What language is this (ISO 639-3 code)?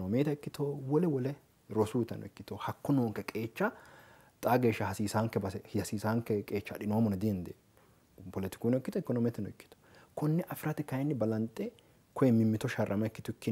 sid